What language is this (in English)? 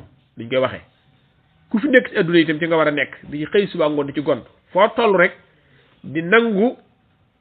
Wolof